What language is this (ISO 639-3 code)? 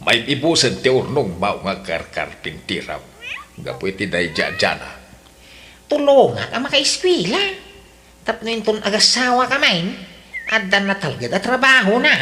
ilo